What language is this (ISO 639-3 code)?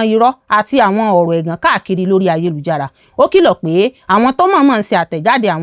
yor